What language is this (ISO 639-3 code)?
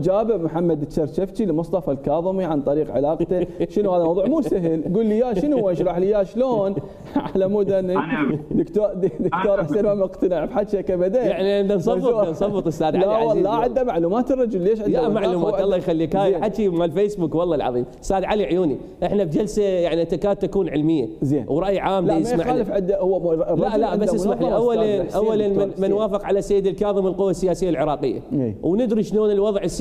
acm